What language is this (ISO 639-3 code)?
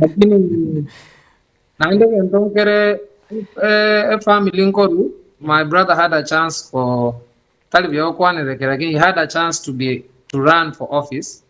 guz